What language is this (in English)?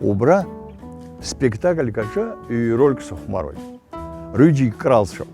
Abkhazian